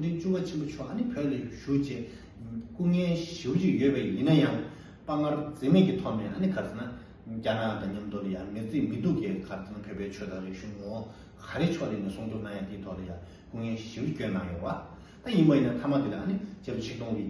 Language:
Tibetan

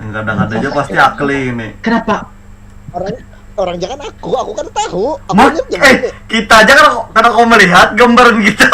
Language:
Banjar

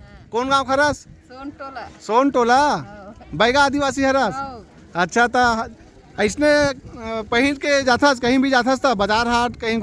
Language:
Chhattisgarhi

